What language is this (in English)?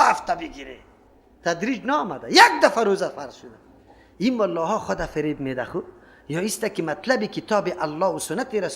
Persian